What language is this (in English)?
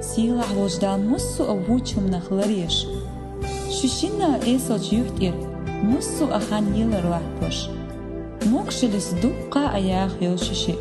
Chechen